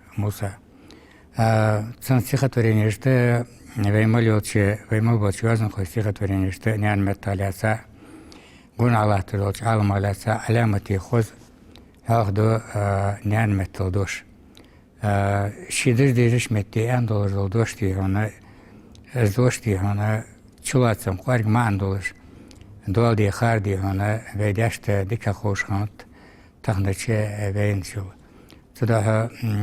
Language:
Ingush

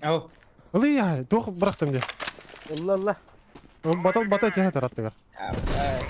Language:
Yakut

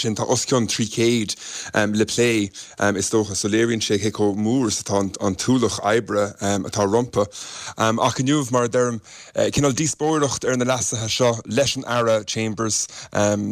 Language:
Irish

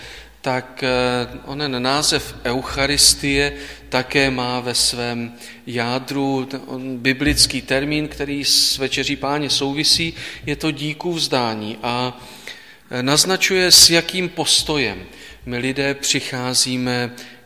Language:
Czech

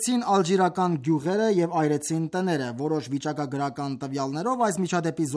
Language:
Armenian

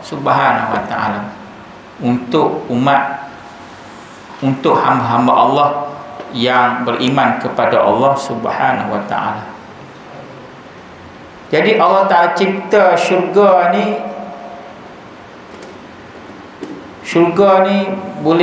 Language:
Malay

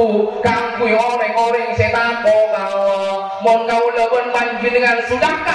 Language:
Madurese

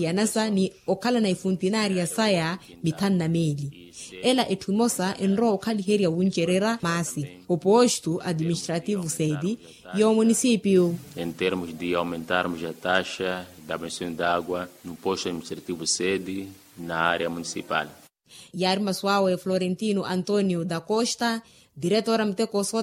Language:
Makhuwa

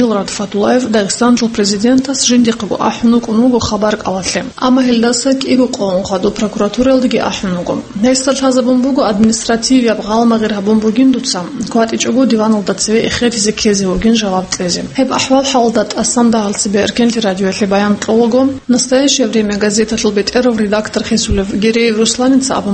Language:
Avaric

